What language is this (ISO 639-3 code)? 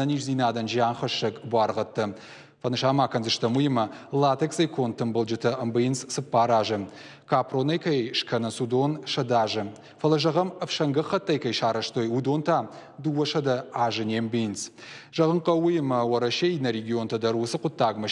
oss